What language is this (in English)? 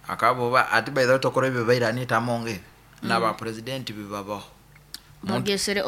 Nyoro